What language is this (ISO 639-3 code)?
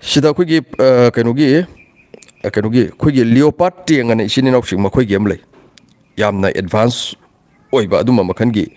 mni